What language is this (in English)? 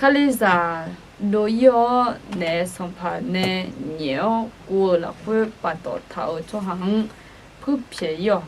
Akha